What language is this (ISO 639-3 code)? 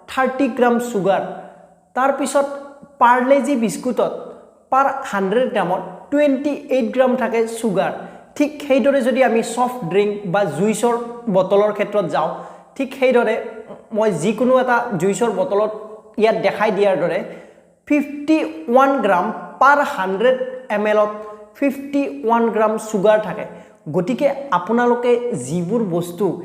asm